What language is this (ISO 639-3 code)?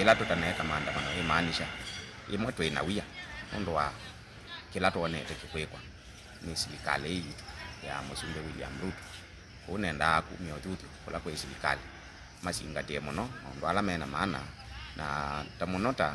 kam